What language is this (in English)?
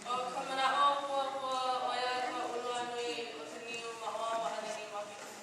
Hawaiian